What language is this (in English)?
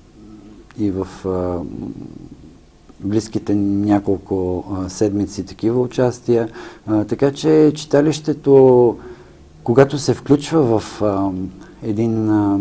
Bulgarian